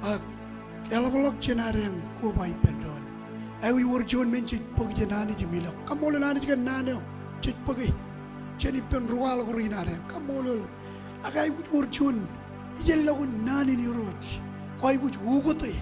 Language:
Marshallese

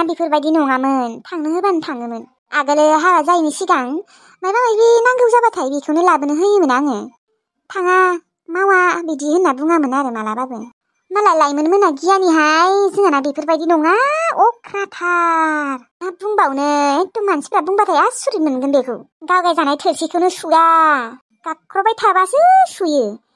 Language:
Bodo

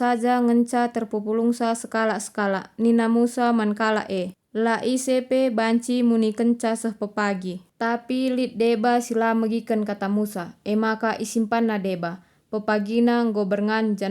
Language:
Batak Karo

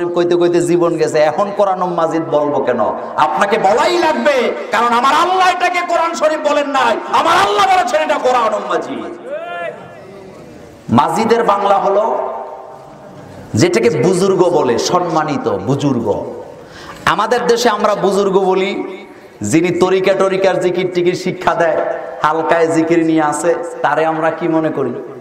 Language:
Bangla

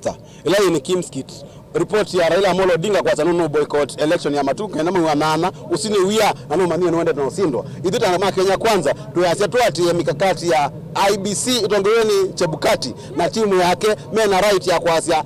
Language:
Kamba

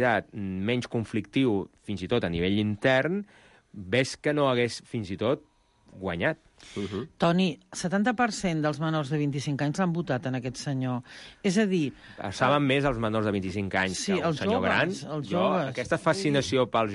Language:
Catalan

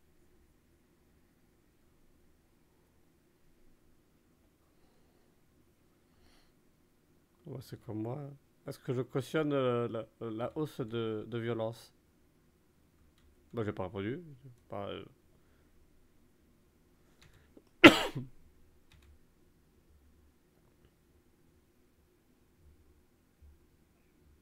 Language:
French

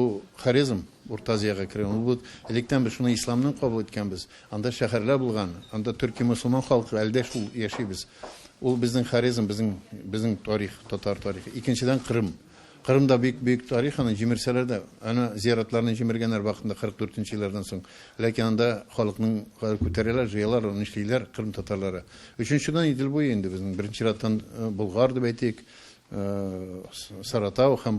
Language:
Tatar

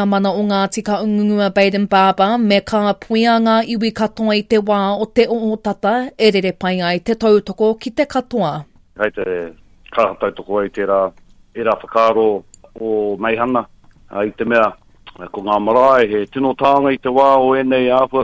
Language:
Māori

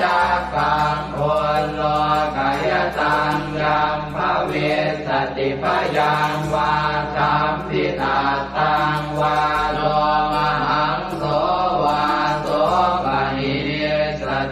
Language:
Pali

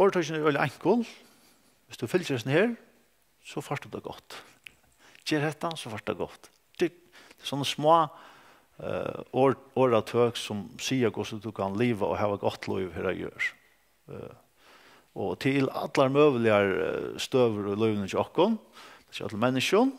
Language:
Faroese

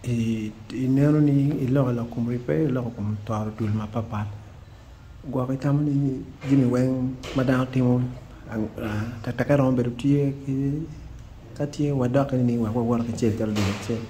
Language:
Acoli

